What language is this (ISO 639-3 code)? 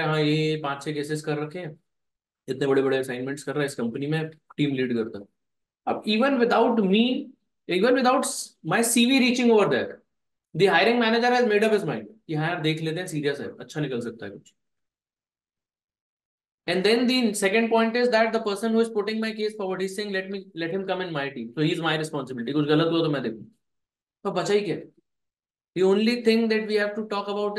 hin